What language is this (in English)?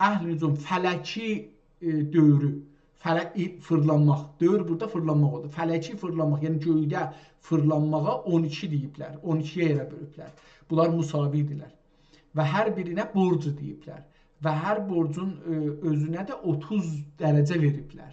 South Azerbaijani